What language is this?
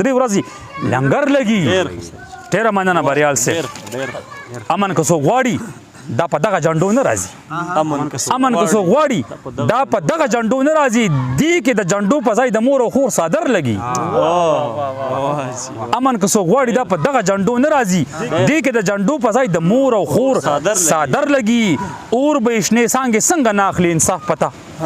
Pashto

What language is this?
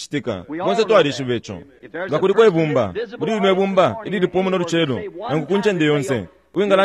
Bemba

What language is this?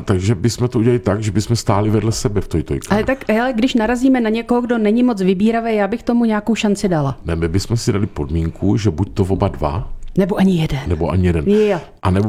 Czech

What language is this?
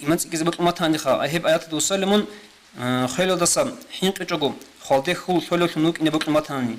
Avaric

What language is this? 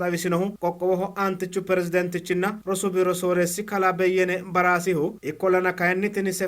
Sidamo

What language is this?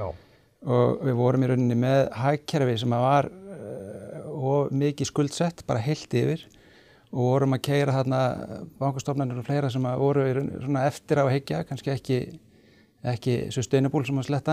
Icelandic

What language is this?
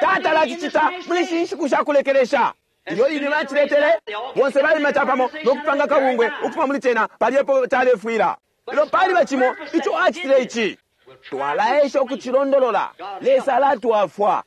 Bemba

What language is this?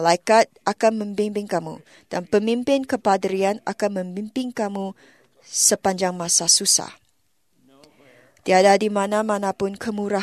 Malay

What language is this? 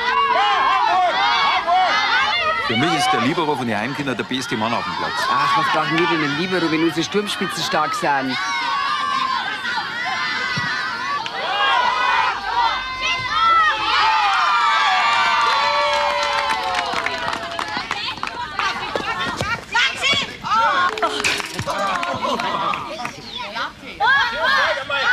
German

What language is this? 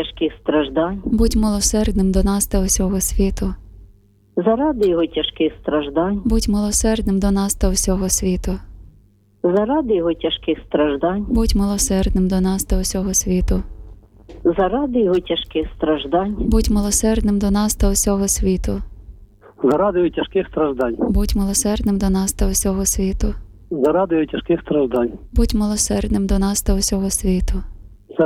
Ukrainian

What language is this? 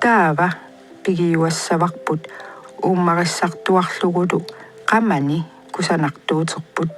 Kalaallisut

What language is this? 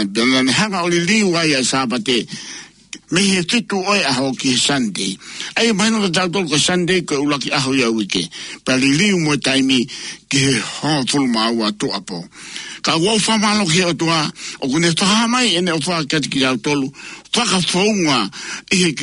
Tongan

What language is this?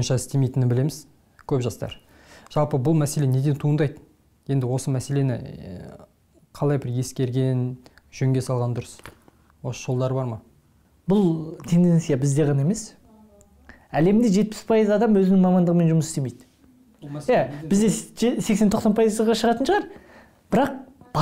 Kazakh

